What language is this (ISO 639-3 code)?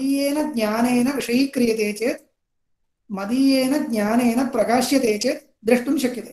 san